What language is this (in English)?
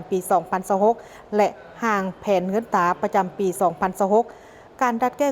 Lao